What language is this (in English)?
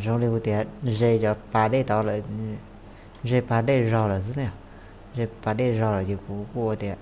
Hmong